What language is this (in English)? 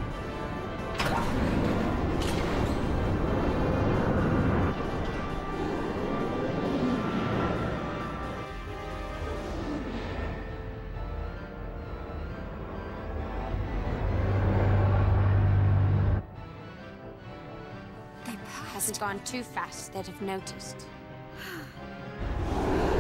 English